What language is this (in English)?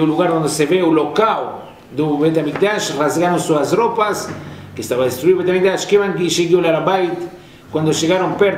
Portuguese